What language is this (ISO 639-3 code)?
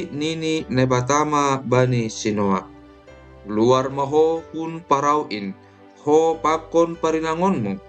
bts